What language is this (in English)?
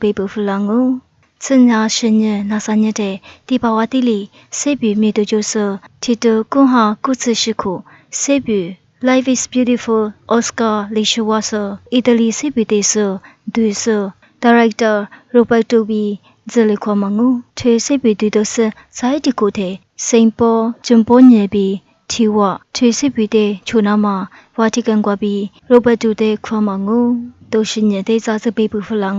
Lisu